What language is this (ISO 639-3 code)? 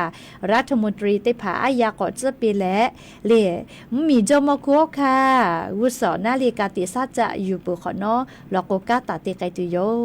lhu